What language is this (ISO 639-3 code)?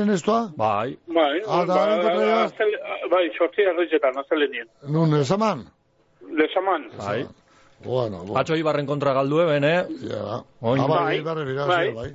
eus